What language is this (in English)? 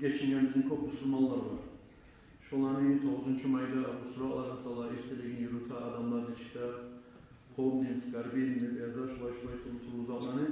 Kumyk